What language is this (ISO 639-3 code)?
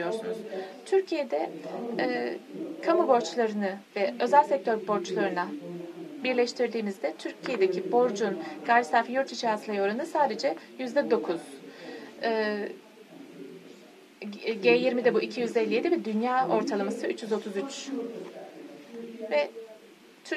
tur